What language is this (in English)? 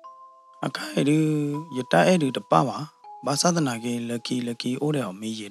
S'gaw Karen